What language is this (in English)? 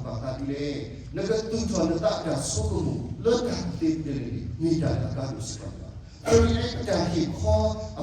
S'gaw Karen